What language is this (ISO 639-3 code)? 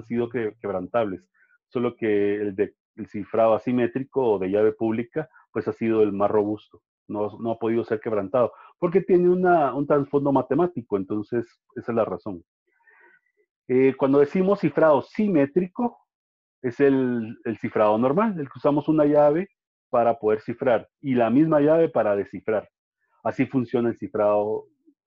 spa